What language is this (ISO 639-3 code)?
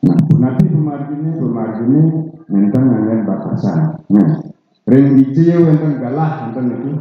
ban